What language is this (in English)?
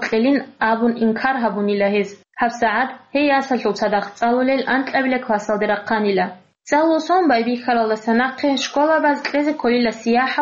Avaric